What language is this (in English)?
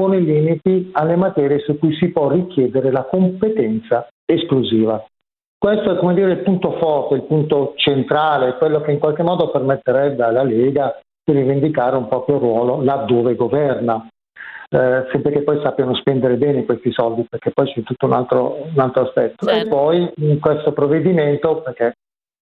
Italian